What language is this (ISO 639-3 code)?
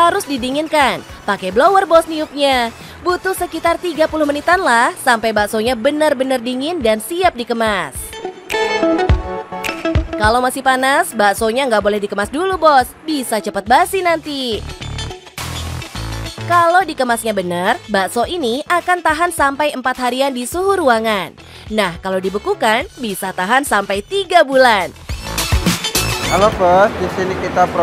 ind